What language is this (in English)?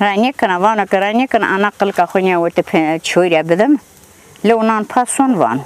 Zaza